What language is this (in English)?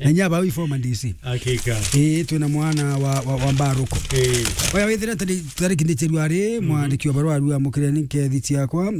Meru